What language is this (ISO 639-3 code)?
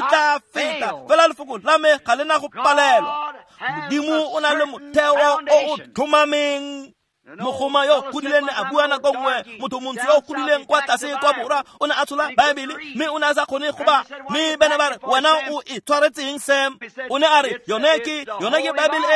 tsn